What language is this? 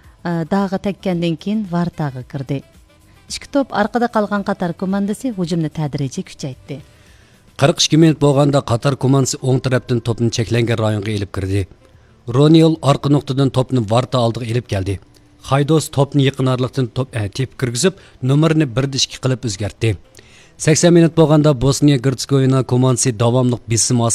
Uyghur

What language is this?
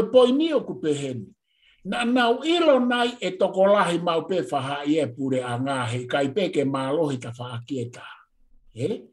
Tongan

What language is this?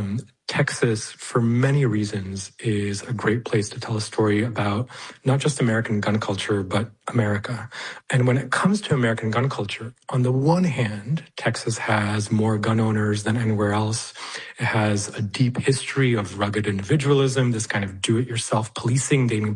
English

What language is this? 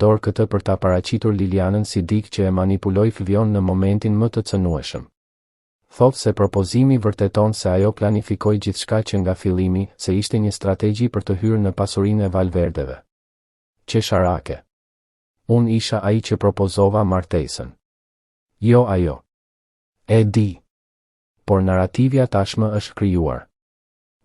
Albanian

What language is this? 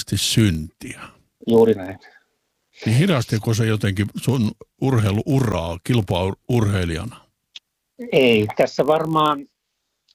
Finnish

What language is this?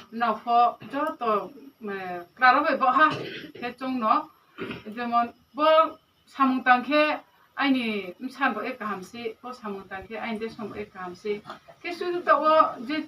Riang (India)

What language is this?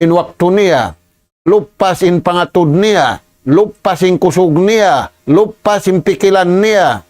Tausug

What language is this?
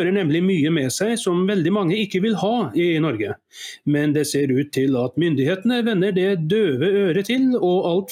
Norwegian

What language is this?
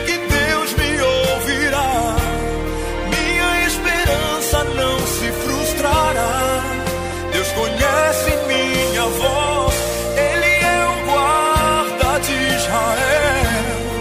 Portuguese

